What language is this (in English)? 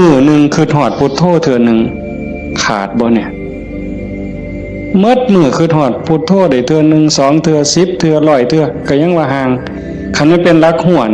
Northeastern Thai